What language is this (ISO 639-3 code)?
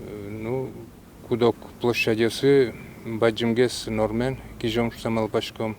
udm